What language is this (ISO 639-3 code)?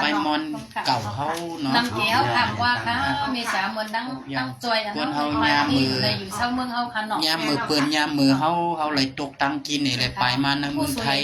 shn